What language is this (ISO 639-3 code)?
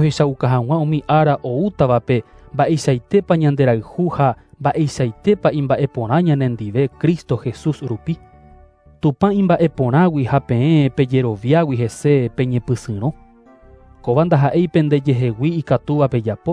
grn